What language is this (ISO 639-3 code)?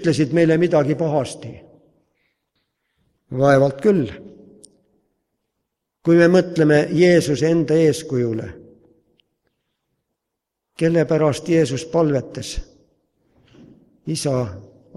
est